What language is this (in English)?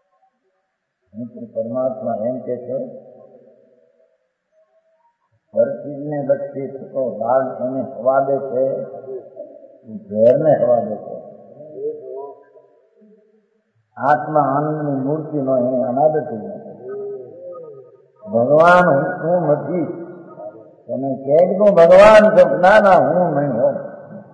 Gujarati